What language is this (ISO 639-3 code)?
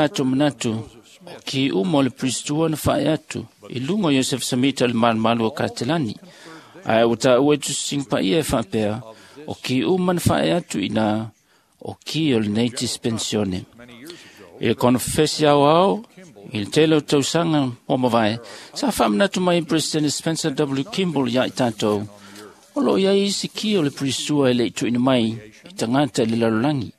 smo